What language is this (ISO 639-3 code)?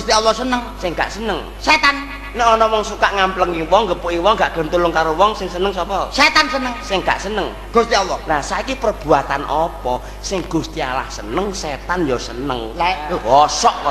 jav